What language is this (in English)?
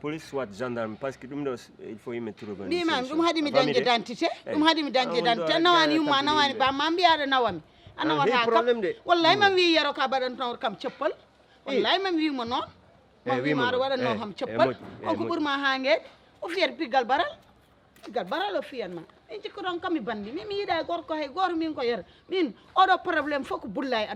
Fula